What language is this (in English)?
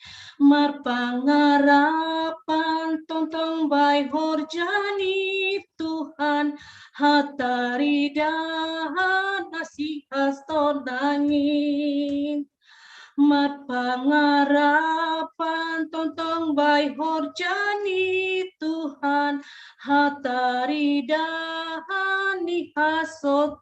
Batak Simalungun